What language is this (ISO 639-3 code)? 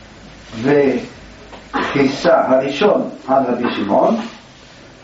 heb